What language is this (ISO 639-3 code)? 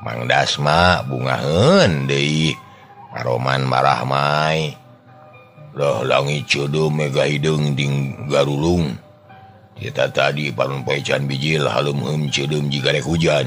sun